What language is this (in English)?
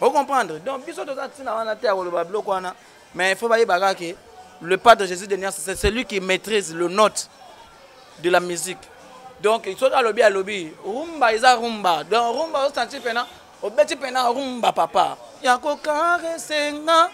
Lingala